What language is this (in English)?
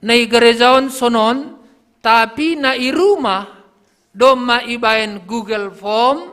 Batak Simalungun